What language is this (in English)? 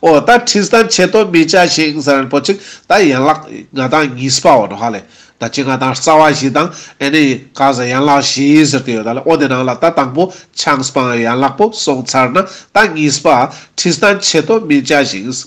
Ladakhi